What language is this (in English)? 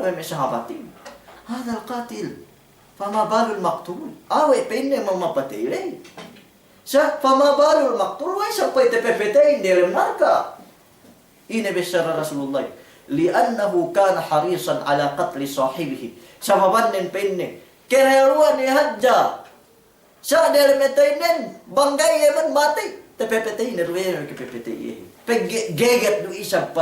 Yakan